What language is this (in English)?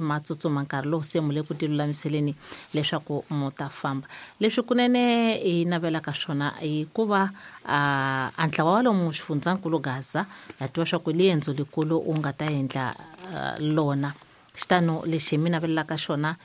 Tsonga